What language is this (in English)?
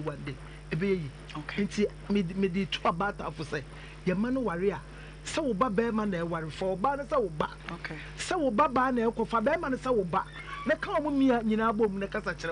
Akan